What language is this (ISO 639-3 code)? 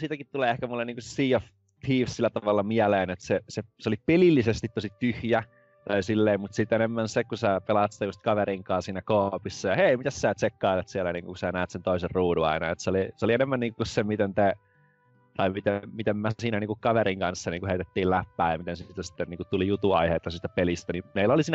fin